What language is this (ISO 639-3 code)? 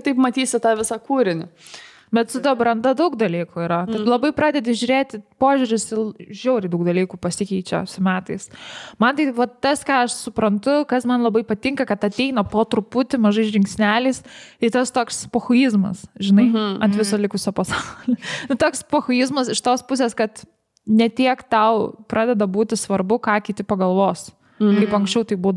lit